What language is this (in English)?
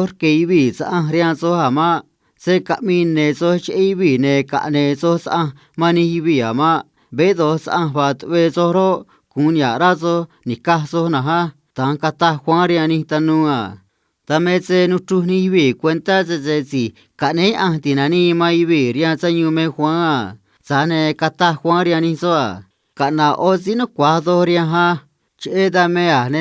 Copala Triqui